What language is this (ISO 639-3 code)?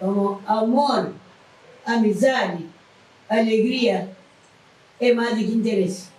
kea